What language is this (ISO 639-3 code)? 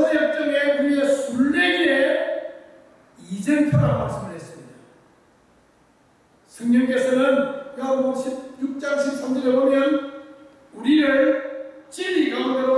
kor